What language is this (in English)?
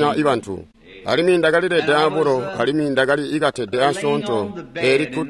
Tonga (Zambia)